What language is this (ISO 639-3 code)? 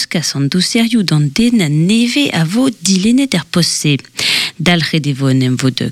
bre